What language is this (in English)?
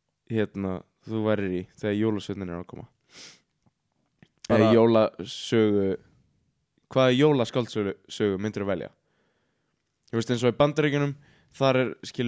Icelandic